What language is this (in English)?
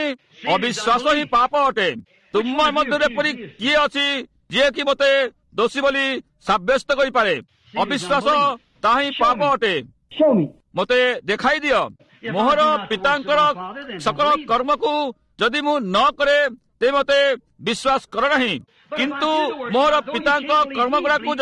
Odia